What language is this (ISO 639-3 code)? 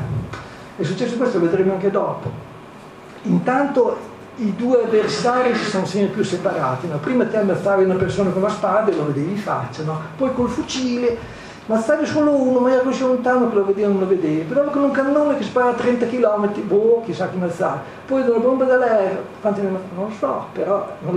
ita